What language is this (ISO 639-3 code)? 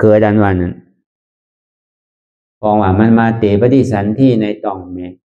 shn